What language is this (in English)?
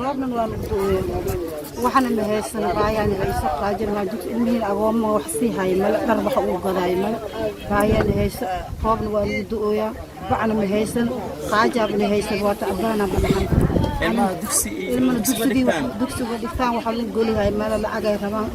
Somali